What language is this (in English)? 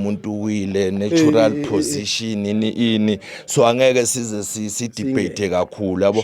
Zulu